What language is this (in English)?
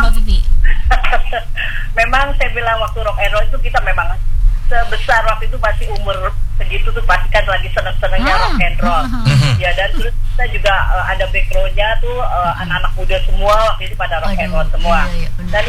Indonesian